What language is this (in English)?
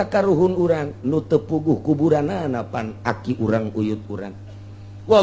Sundanese